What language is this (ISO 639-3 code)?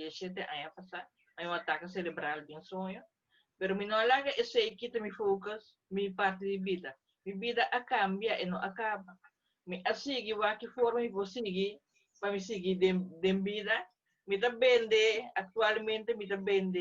pap